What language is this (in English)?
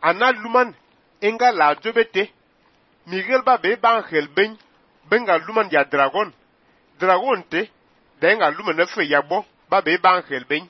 Fang